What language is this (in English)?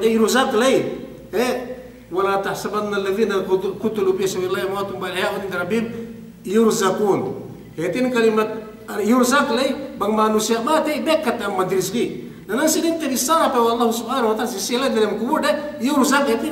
Yakan